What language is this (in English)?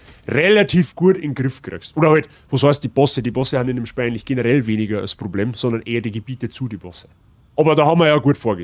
Bavarian